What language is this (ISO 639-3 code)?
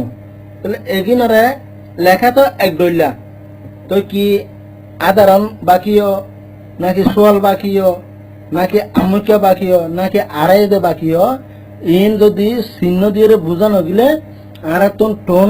rhg